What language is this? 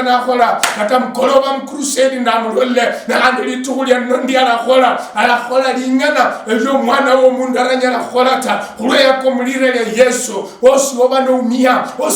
Luyia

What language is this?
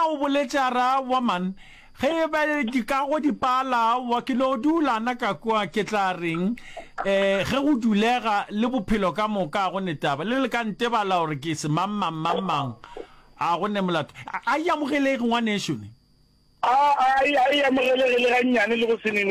Northern Sotho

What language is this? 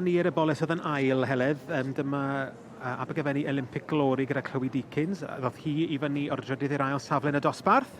Welsh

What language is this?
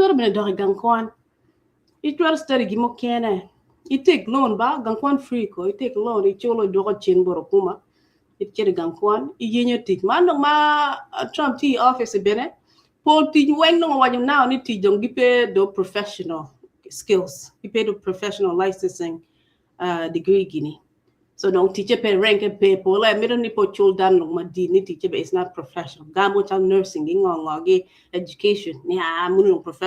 Acoli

